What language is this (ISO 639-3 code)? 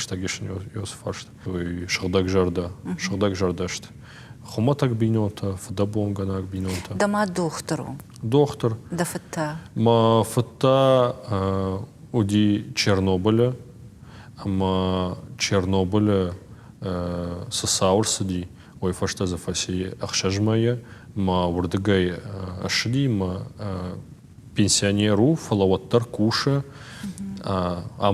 oss